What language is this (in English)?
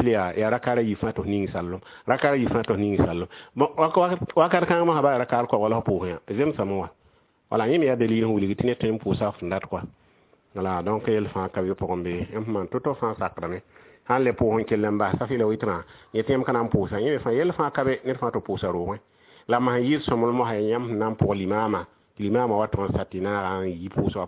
Mossi